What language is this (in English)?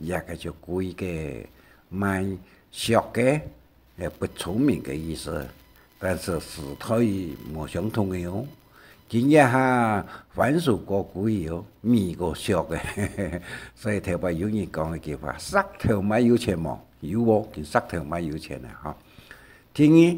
Hakka Chinese